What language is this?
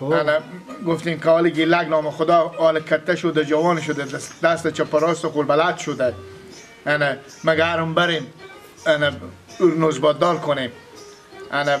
Persian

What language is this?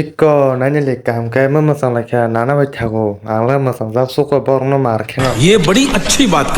Kok Borok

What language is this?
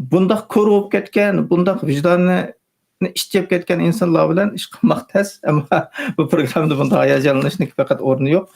Uyghur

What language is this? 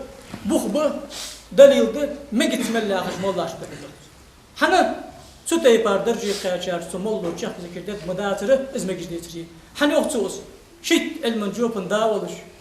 Ingush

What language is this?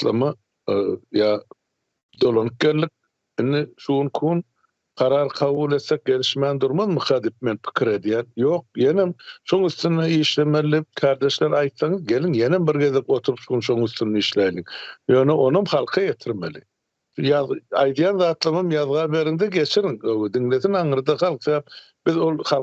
Turkmen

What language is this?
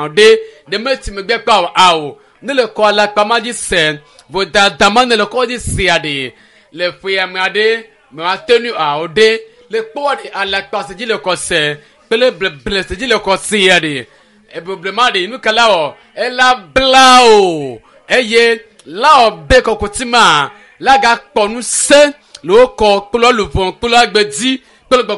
Ewe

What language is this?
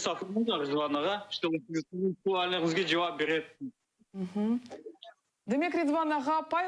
Crimean Tatar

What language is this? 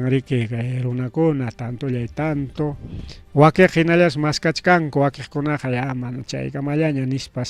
Ayacucho Quechua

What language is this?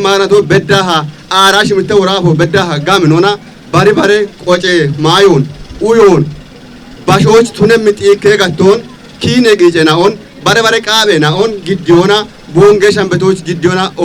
Kafa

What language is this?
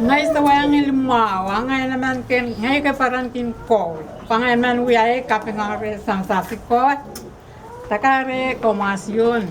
Pohnpeian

